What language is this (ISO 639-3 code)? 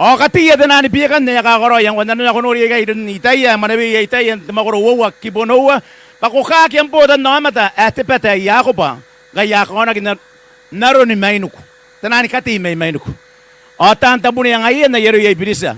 gil